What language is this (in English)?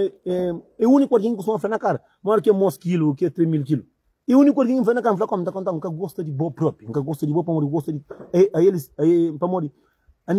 Kabuverdianu